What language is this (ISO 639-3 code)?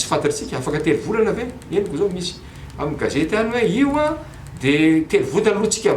mlg